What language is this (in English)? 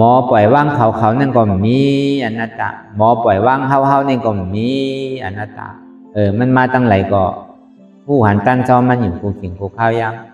Shan